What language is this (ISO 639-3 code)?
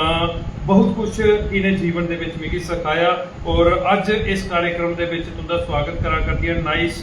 doi